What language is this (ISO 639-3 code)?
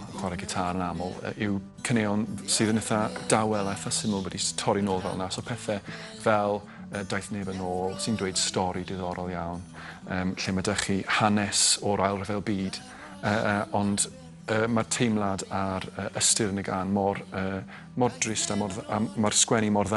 cym